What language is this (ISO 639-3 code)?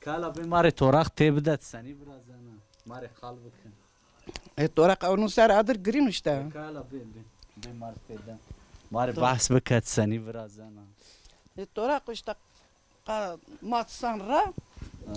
zza